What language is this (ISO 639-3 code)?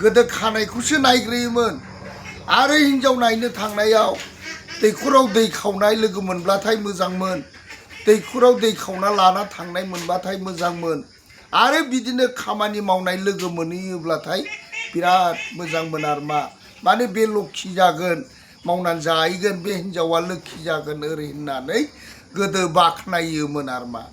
brx